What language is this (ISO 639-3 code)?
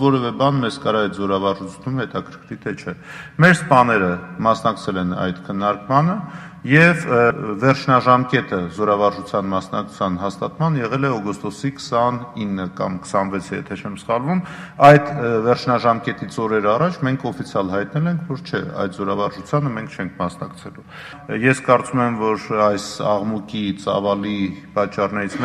hye